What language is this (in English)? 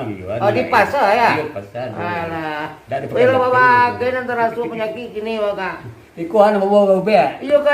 Minangkabau